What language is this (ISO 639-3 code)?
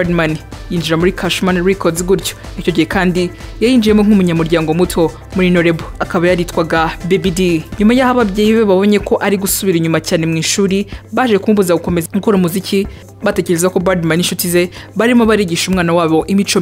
kin